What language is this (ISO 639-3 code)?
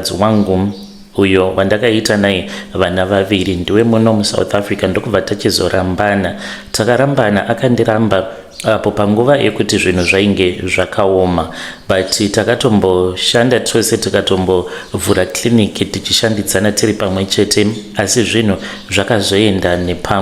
sna